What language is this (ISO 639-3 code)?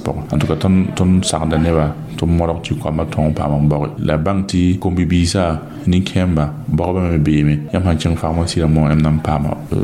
mos